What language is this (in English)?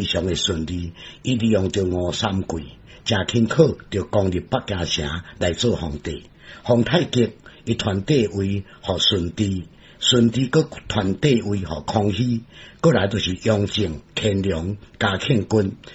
Min Nan Chinese